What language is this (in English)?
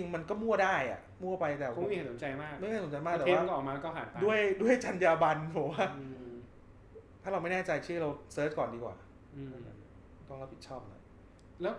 Thai